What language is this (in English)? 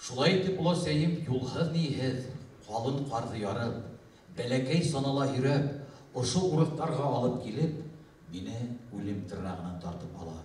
Bashkir